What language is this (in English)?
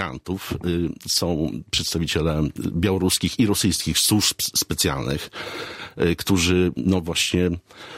Polish